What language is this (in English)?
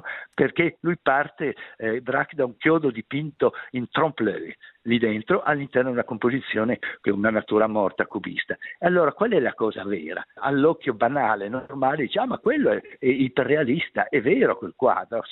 Italian